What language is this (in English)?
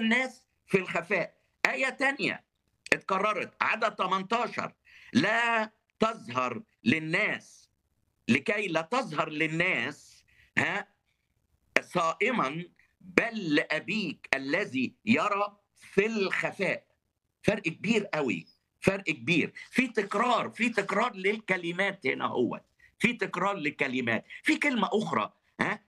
Egyptian Arabic